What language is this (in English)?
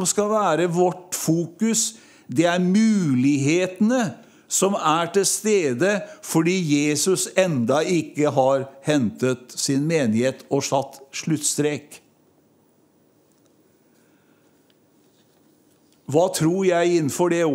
Norwegian